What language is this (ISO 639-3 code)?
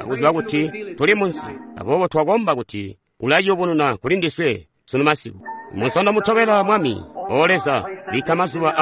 toi